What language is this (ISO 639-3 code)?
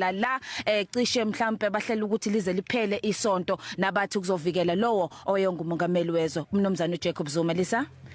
zul